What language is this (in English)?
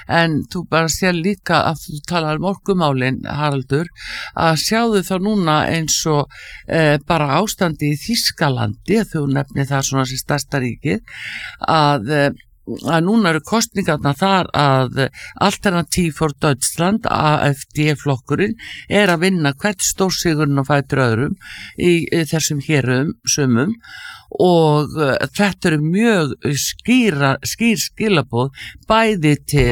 Icelandic